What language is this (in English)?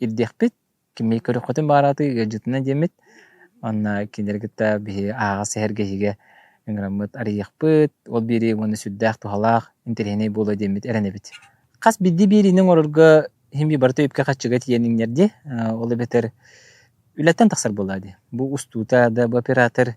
Yakut